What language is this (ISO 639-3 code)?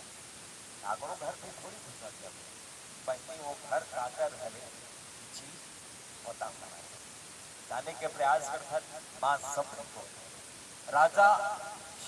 hne